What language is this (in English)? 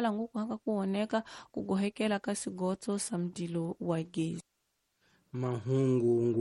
Tsonga